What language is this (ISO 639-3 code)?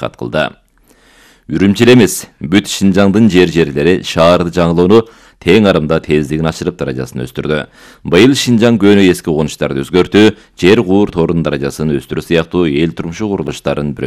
kir